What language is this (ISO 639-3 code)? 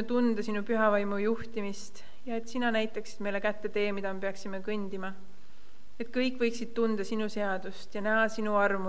est